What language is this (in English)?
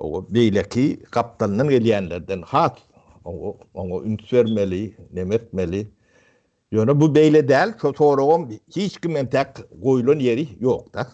Turkmen